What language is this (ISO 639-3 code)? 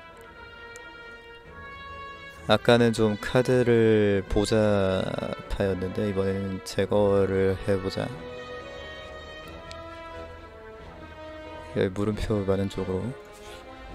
kor